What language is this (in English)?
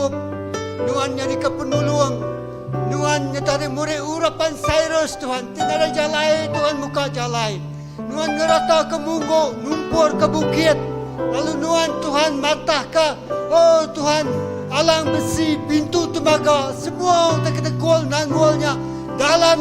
Iban